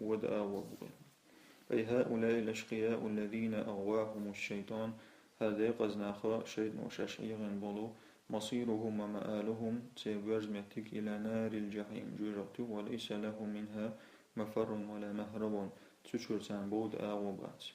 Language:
Chechen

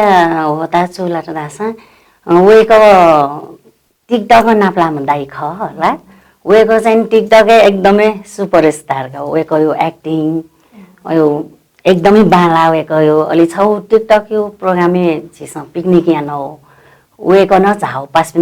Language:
Newari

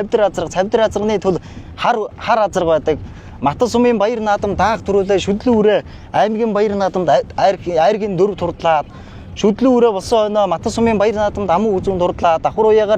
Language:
Mongolian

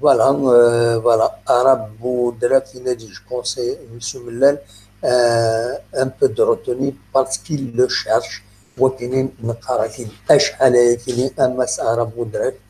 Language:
Kabyle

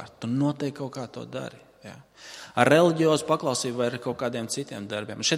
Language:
Latvian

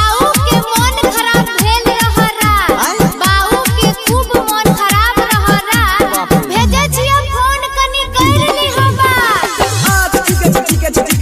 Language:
Maithili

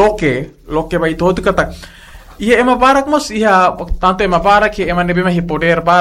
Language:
Tetum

